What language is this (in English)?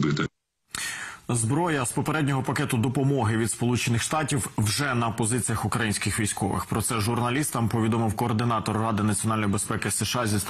Ukrainian